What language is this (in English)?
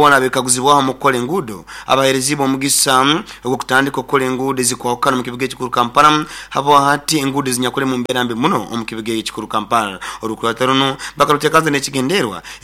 Nyoro